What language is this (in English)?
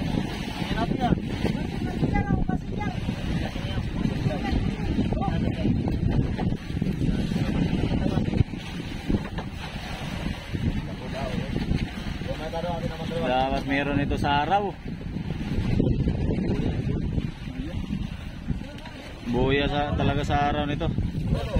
Filipino